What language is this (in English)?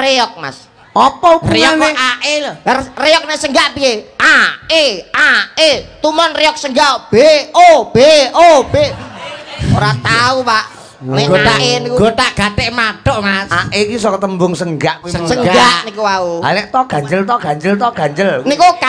Javanese